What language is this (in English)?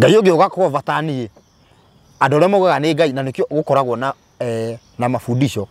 Kikuyu